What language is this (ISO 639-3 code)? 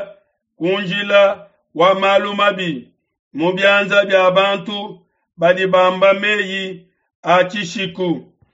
lua